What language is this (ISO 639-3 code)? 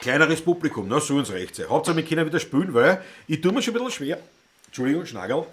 bar